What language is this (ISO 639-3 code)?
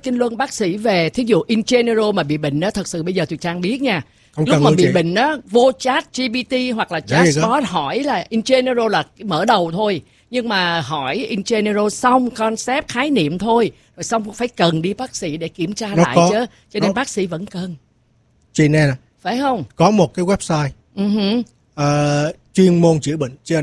vie